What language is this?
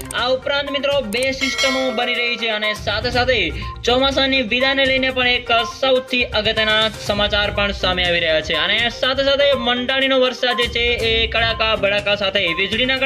Gujarati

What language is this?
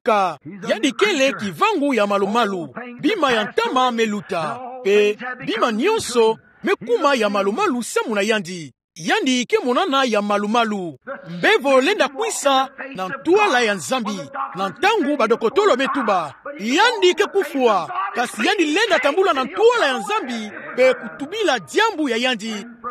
Kituba (Democratic Republic of Congo)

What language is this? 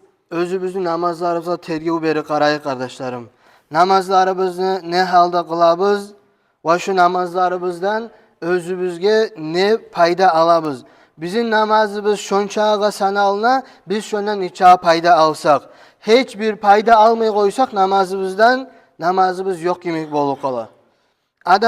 Kumyk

